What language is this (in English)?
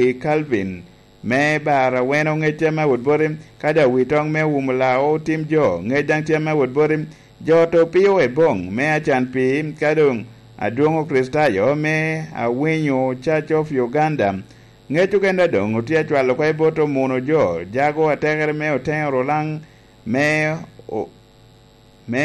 Lango (Uganda)